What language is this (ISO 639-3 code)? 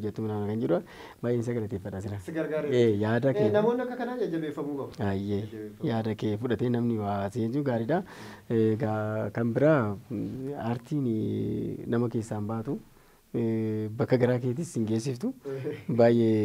orm